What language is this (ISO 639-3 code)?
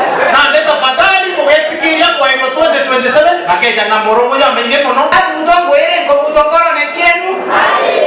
mer